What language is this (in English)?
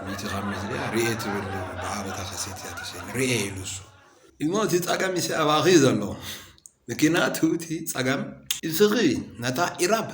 Tigrinya